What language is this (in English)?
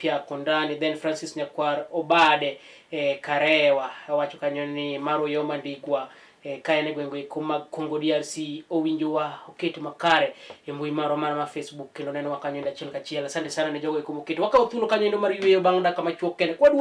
Luo (Kenya and Tanzania)